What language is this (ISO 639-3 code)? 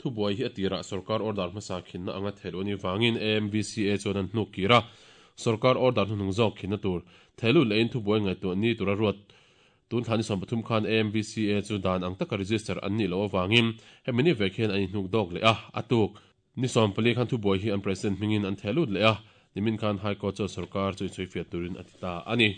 lus